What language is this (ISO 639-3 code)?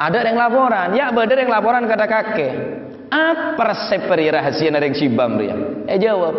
mad